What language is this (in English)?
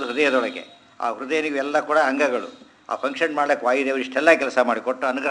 Kannada